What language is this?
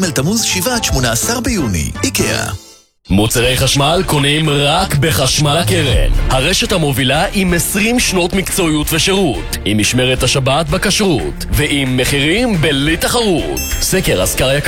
Hebrew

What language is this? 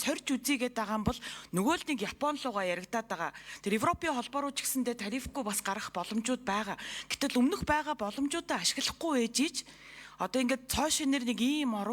Mongolian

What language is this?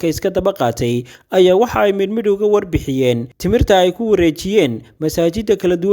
Somali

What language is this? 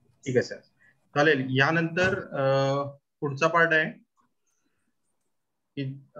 Marathi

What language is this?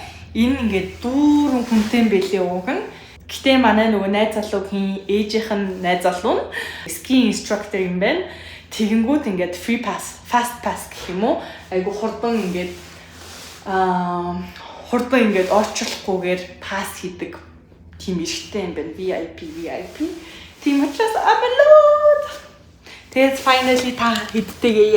Mongolian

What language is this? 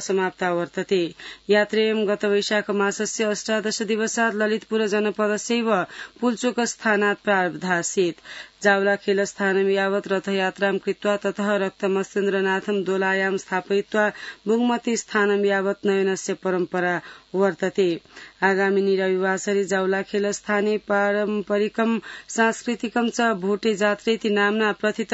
Sanskrit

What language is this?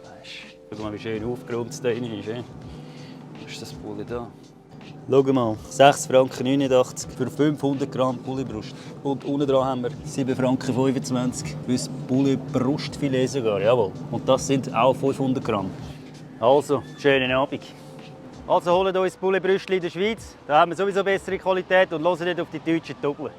Swiss German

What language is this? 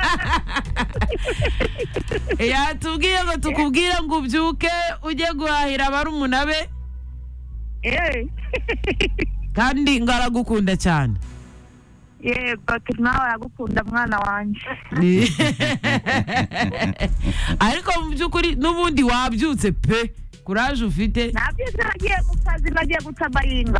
Kinyarwanda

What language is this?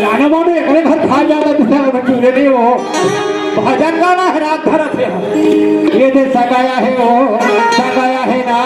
Chhattisgarhi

